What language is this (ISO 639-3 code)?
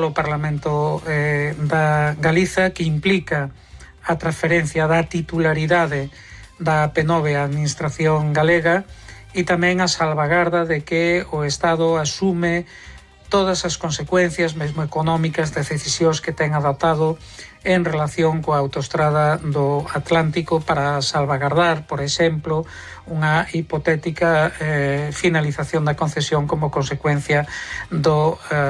glg